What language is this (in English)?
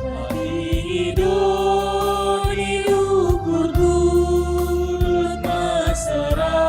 Batak Karo